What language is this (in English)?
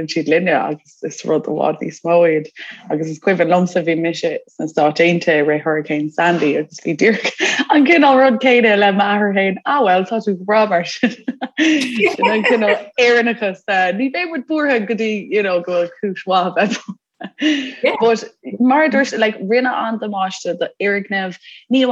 Irish